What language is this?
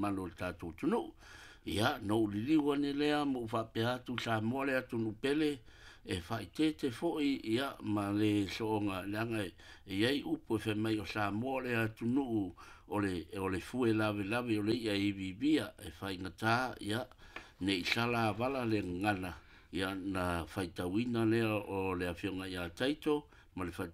Samoan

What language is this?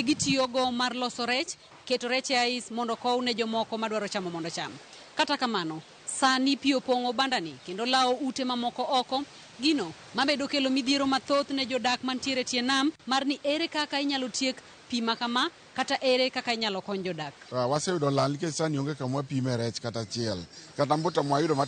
Luo (Kenya and Tanzania)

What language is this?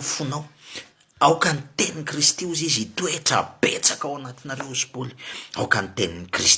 Malagasy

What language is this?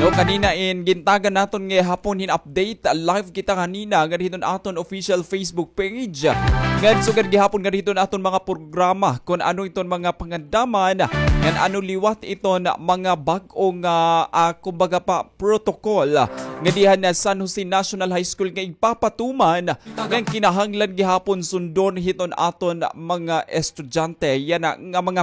Waray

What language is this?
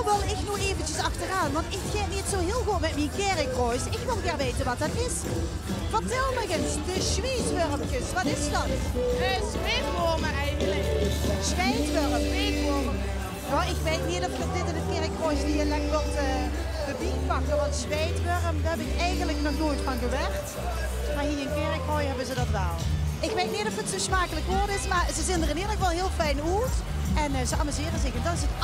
Limburgish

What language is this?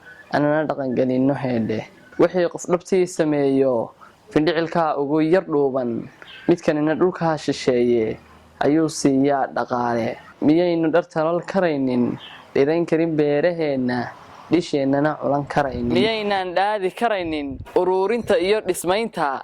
Somali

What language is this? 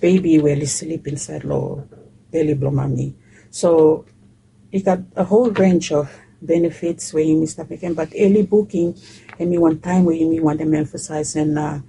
Bislama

